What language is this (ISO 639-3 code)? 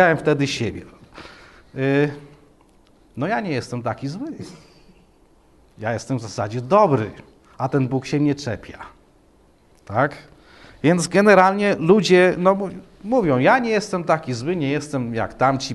pol